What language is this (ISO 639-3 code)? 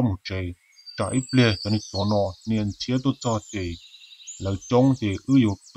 hmn